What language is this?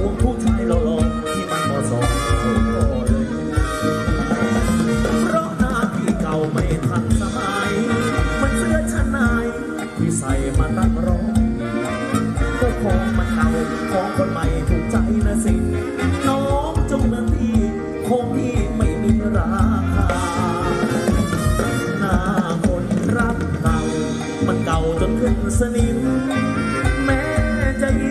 Thai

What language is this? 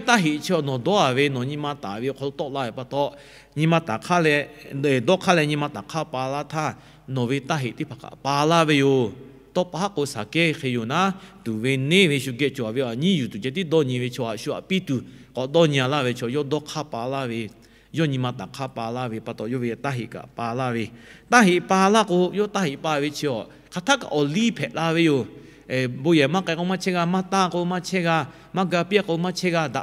Lahu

